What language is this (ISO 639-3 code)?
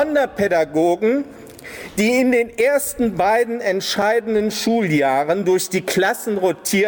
deu